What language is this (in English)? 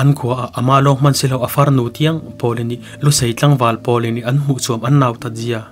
Falam Chin